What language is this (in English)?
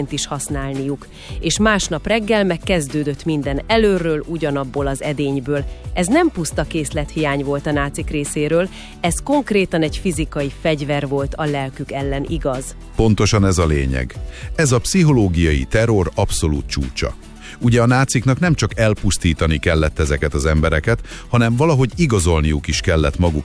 Hungarian